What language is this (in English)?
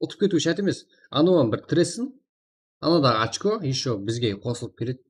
Kara-Kalpak